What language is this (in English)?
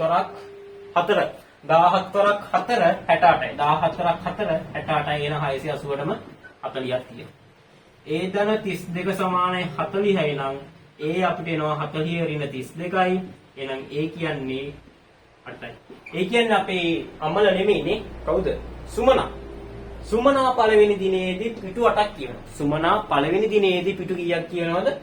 Sinhala